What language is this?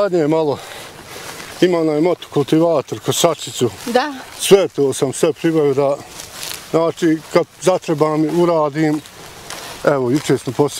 Bosnian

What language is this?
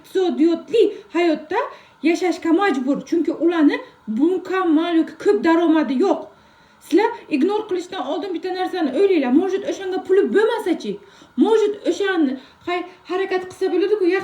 Uzbek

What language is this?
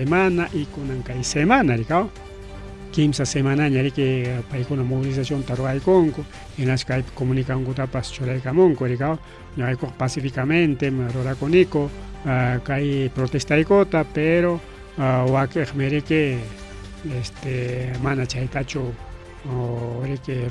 Ayacucho Quechua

